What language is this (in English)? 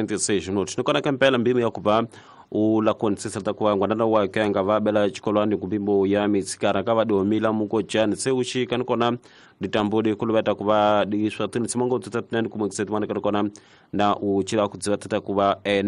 Tsonga